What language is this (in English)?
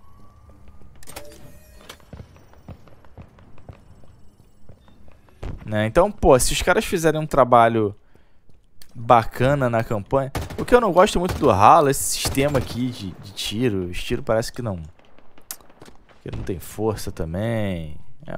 Portuguese